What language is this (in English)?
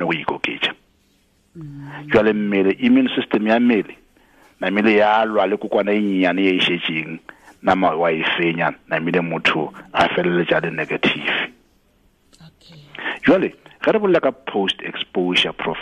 Tswana